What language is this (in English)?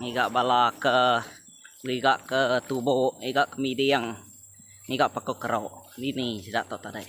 Iban